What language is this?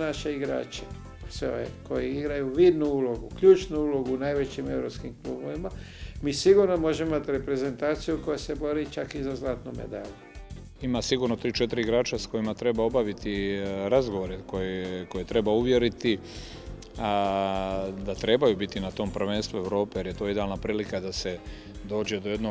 Croatian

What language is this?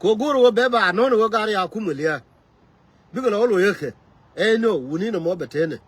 Nuer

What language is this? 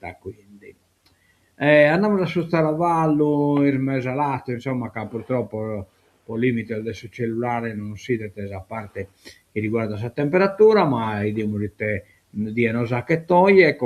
Sardinian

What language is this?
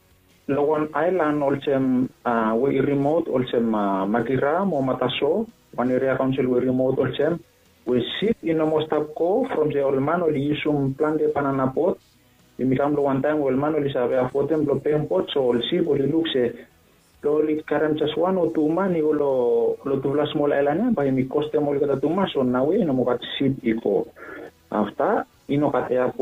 Bislama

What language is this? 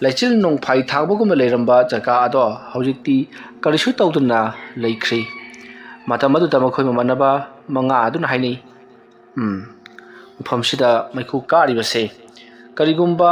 Manipuri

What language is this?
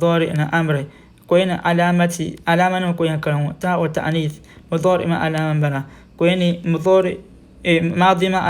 Dagbani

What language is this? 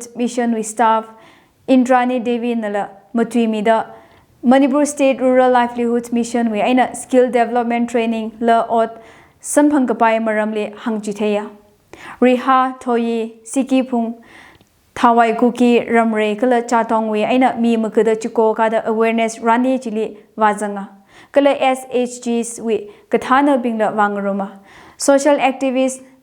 Tangkhul Naga (India)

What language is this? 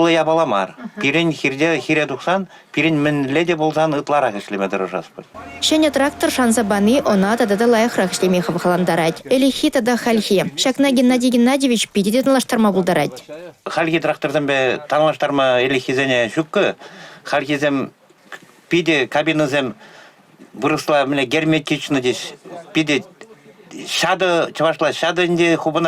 Chuvash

